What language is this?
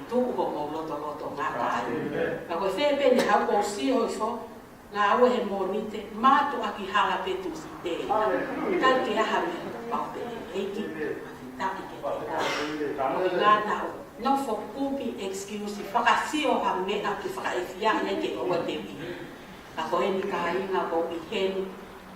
Tongan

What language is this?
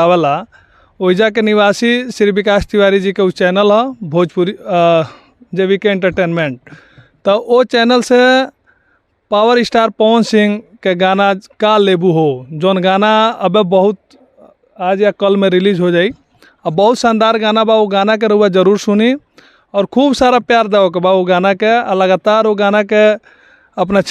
Bhojpuri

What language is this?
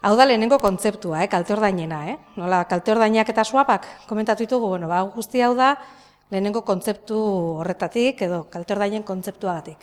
Basque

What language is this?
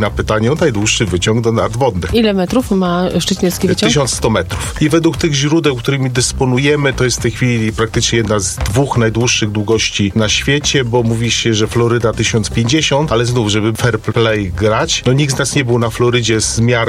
Polish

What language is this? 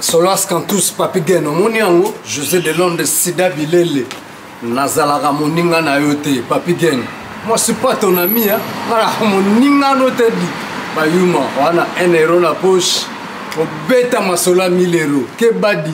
Lingala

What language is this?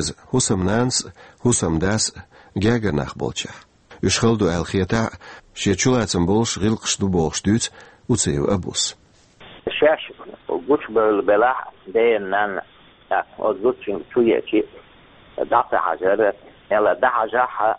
Chechen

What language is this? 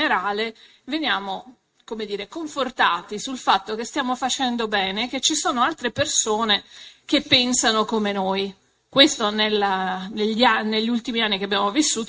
Italian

